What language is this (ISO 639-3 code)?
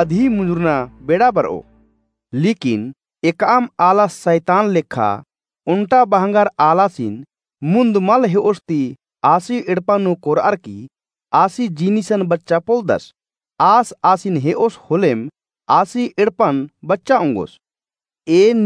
kru